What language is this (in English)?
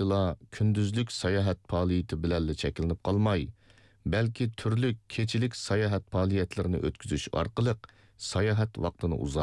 Uyghur